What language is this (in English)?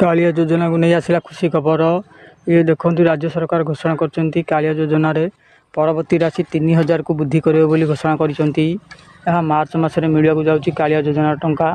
Odia